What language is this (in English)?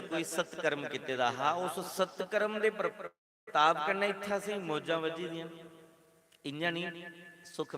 Dogri